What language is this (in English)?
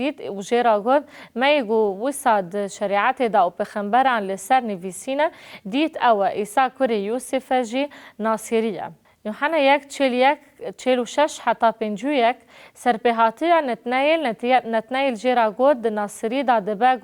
Kurdish